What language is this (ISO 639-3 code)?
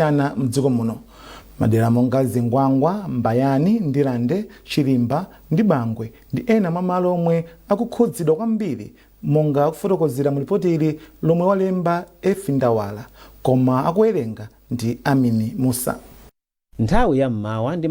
nya